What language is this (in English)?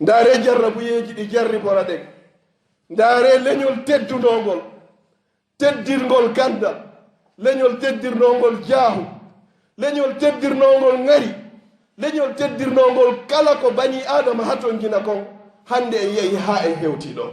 Fula